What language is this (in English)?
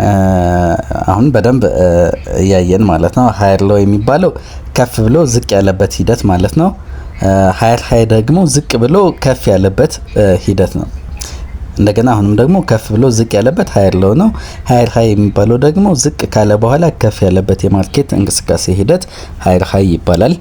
Amharic